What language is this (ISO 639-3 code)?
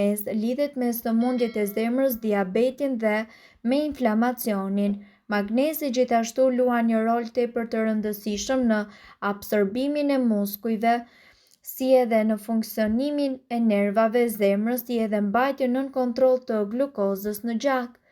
sqi